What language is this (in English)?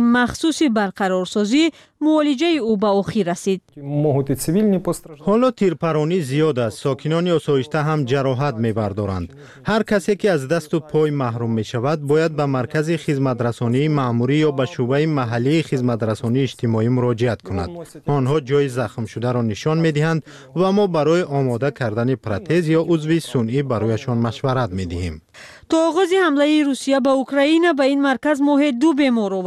Tajik